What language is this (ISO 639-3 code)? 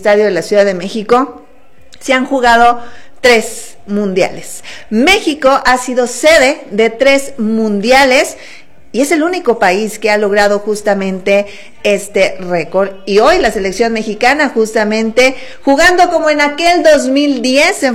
spa